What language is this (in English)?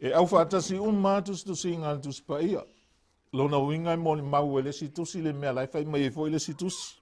Samoan